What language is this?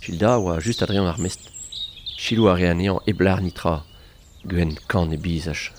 Breton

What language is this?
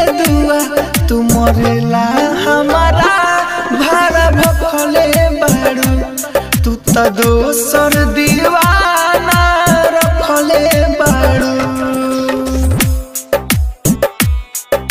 Bhojpuri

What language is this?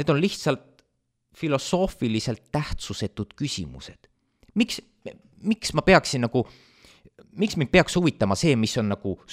Estonian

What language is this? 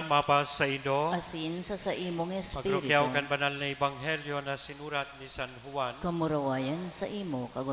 Bikol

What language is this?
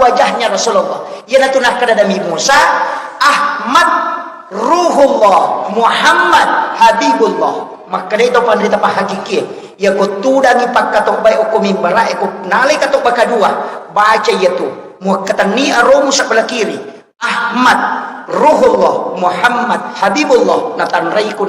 Buginese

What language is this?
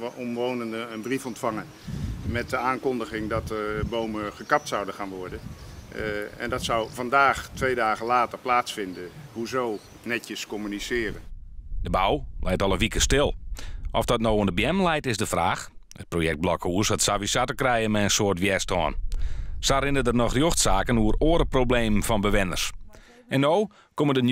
Western Frisian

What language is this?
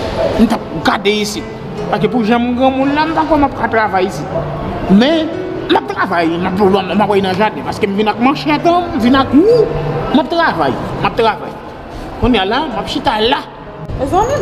Haitian Creole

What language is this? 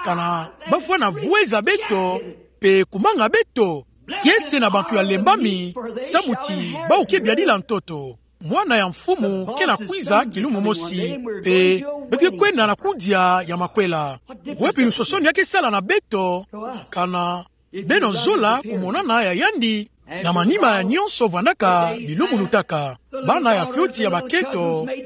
Kituba (Democratic Republic of Congo)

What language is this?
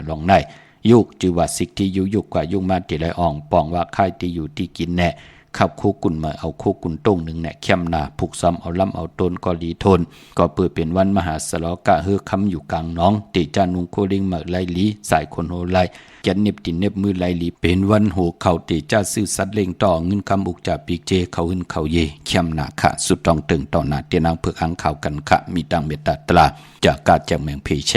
Shan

